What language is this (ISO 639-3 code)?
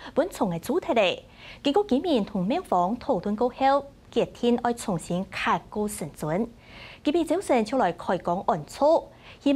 hak